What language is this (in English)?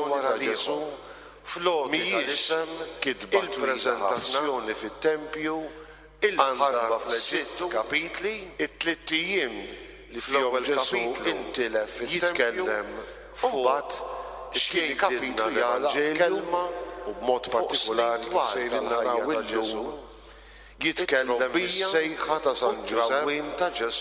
Maltese